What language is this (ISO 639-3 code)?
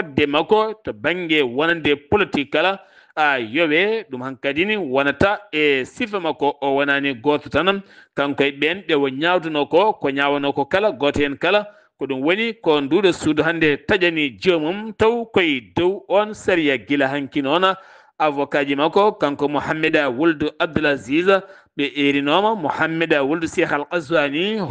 ful